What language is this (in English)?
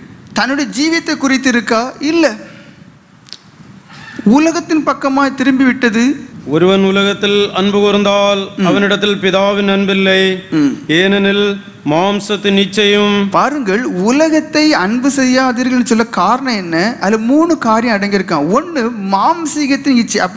Tamil